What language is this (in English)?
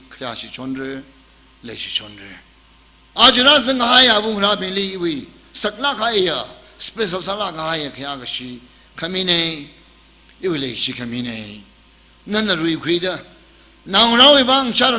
Tangkhul Naga (India)